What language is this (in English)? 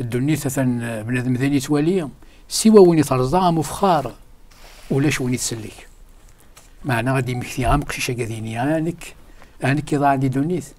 Kabyle